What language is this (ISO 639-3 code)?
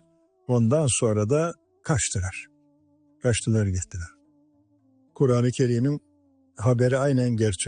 tur